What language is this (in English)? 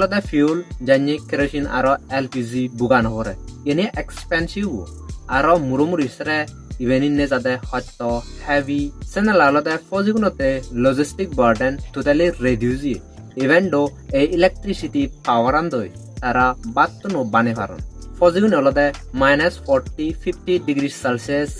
Chakma